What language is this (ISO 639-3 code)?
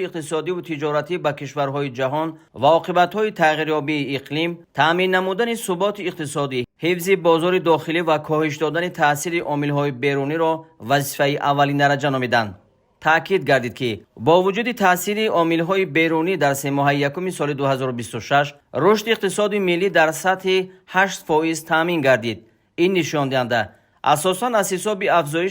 tgk